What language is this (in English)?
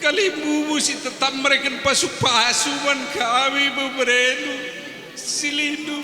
Batak Karo